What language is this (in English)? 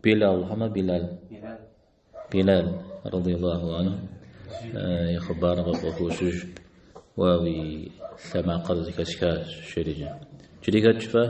Kabardian